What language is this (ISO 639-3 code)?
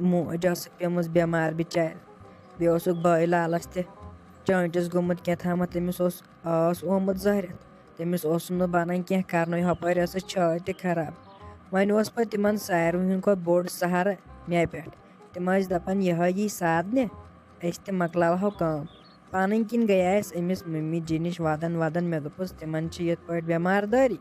kas